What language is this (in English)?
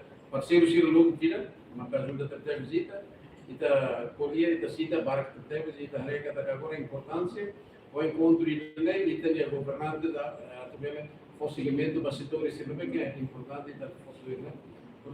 Tetum